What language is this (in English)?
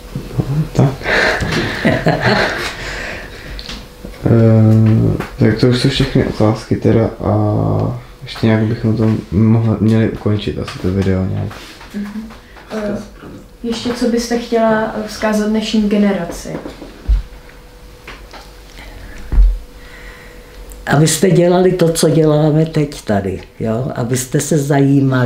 Czech